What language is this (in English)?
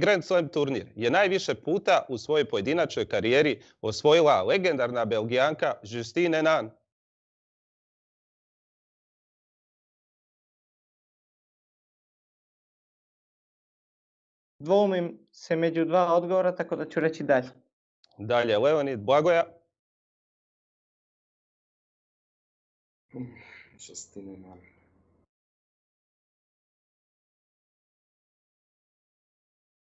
Croatian